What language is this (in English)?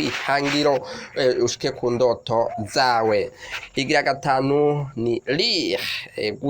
Rundi